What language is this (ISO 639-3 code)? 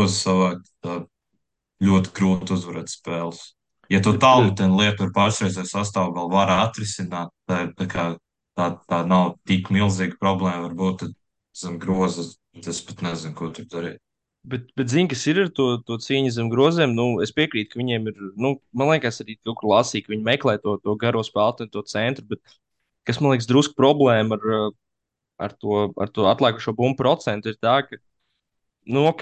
lav